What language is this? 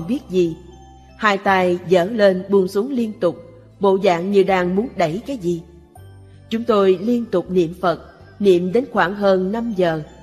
Vietnamese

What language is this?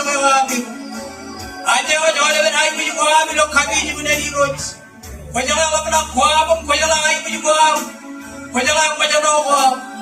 Marshallese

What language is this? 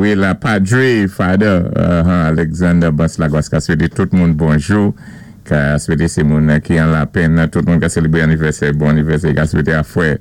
Saint Lucian Creole French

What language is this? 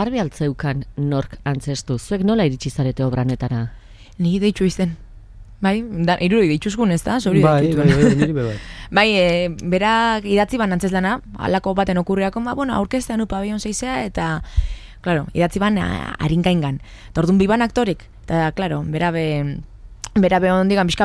Basque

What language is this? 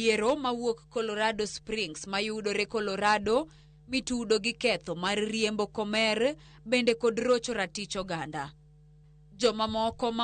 Luo (Kenya and Tanzania)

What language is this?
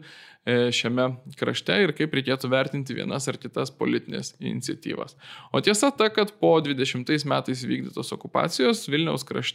Lithuanian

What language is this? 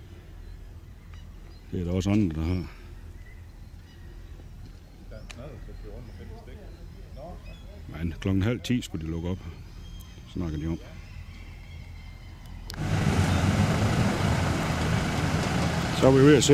Danish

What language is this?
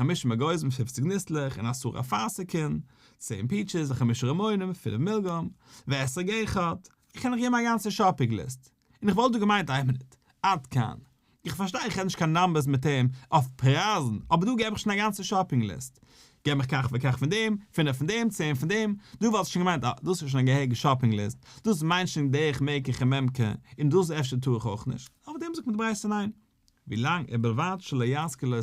Yiddish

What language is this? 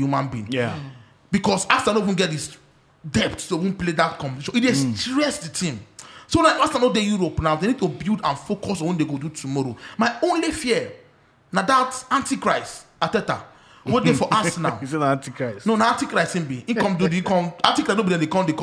Nigerian Pidgin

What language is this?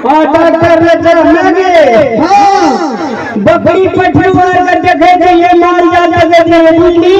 Maithili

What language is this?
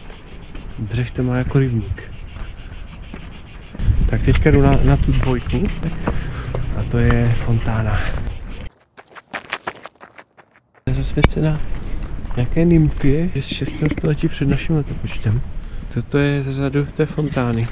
Czech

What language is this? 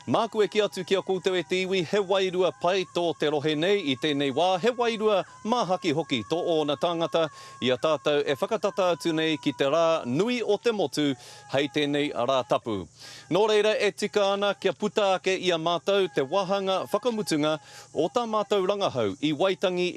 Māori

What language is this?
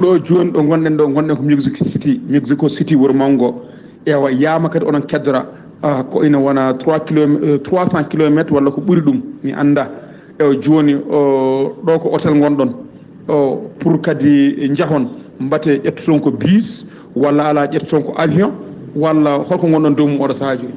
Fula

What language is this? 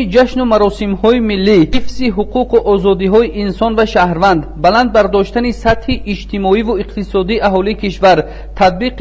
Tajik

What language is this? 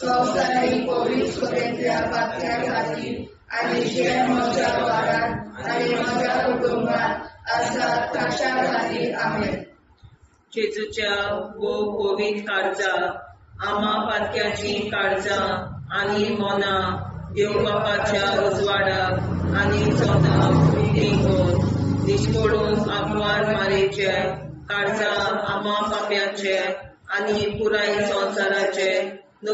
Konkani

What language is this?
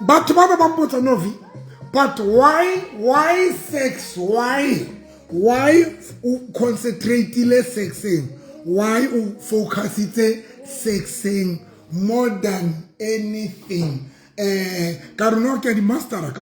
Southern Sotho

